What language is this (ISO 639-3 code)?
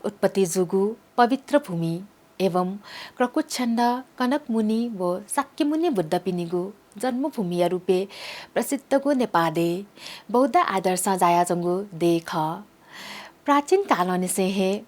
new